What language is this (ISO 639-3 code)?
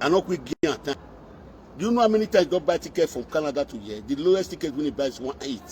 pcm